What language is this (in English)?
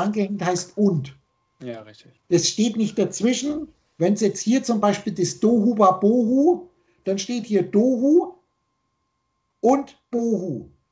German